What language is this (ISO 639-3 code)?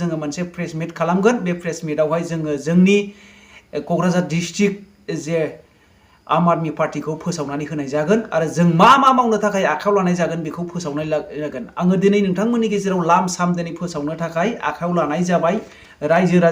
brx